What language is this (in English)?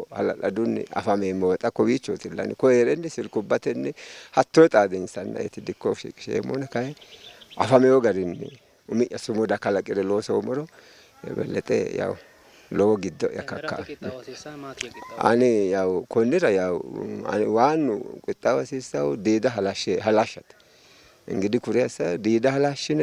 Sidamo